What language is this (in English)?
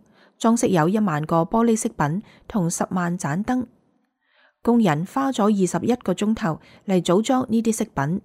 Cantonese